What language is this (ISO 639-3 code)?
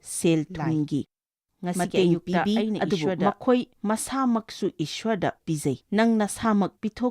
mni